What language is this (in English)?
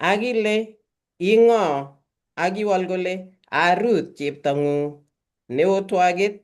Kalenjin